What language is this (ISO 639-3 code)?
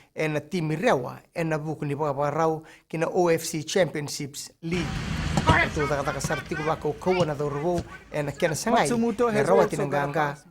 fij